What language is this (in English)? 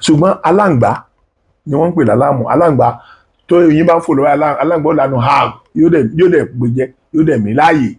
Yoruba